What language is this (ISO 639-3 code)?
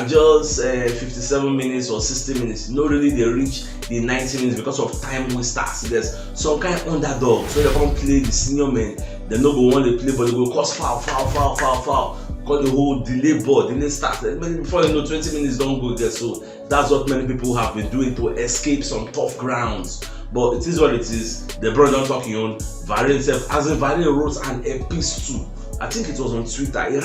pcm